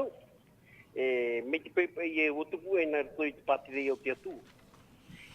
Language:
Tahitian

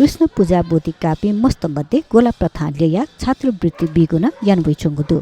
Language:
Newari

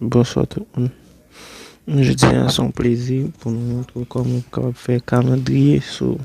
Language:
Haitian Creole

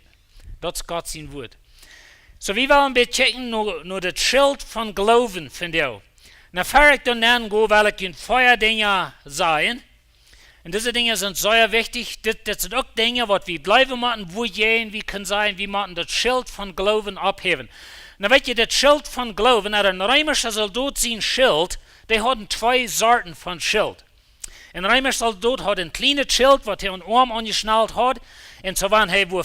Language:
Plautdietsch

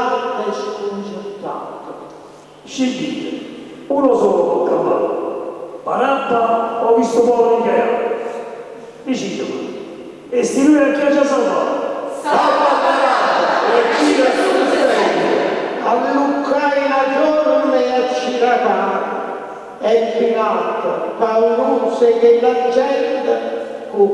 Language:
Neapolitan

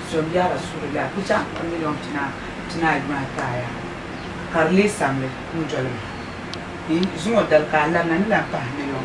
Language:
Dagbani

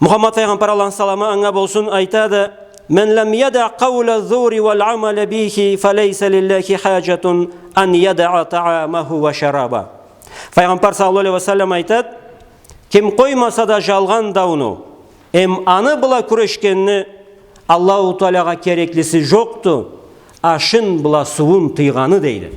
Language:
Karachay-Balkar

